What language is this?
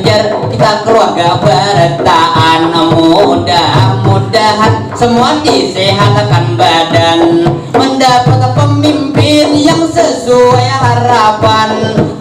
Banjar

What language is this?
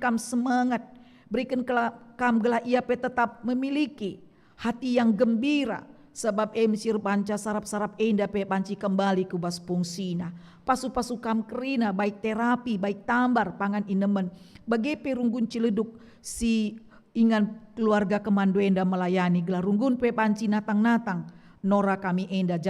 Batak Karo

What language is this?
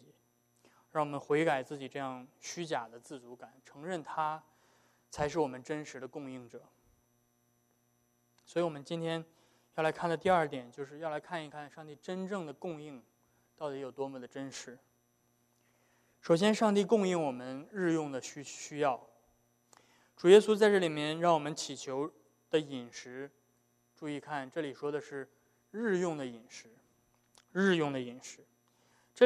Chinese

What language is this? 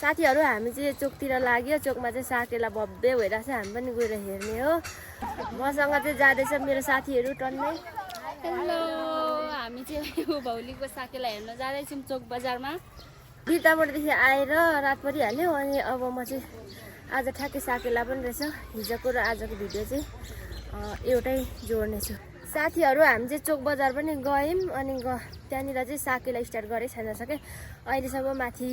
Nepali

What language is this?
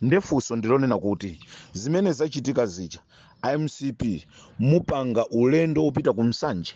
Nyanja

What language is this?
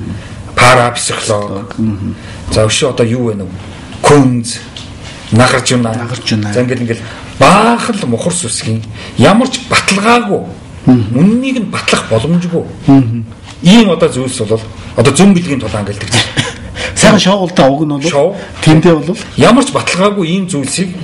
Mongolian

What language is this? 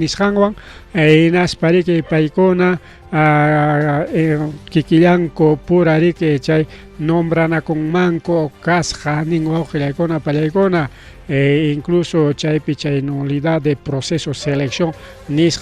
Ayacucho Quechua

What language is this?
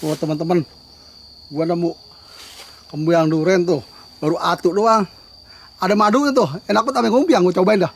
Betawi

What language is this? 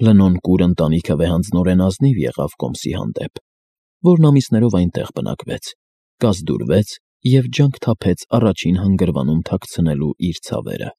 Armenian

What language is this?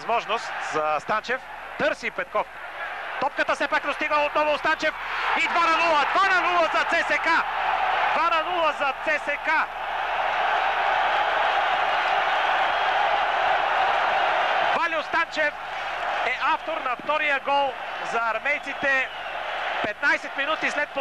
Bulgarian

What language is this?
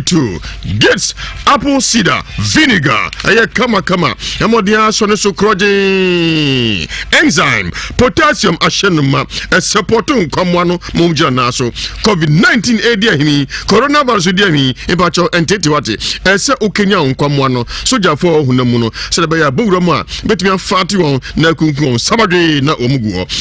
Akan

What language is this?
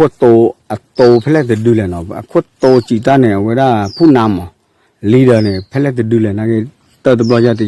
S'gaw Karen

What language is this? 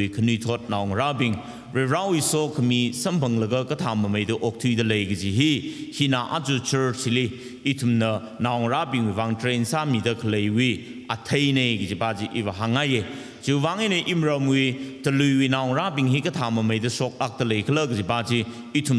Tangkhul Naga (India)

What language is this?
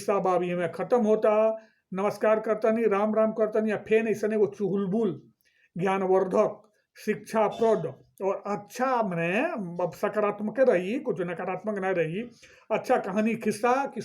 Bhojpuri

